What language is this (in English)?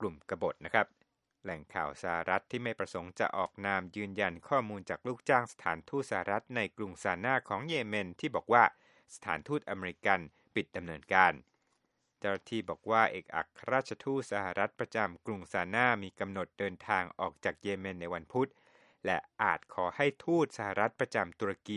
Thai